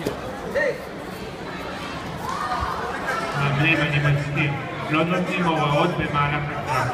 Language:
Hebrew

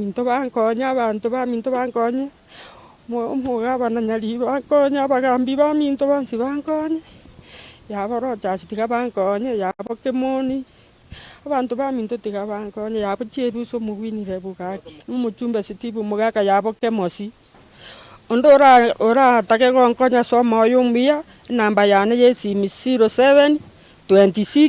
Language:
Gusii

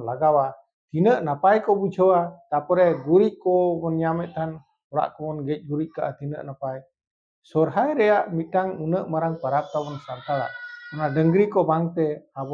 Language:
Santali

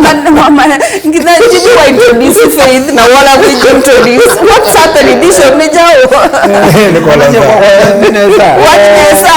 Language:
Kamba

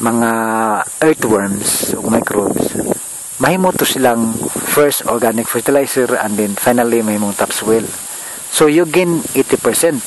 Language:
Cebuano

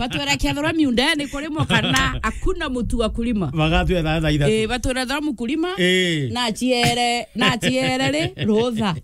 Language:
Meru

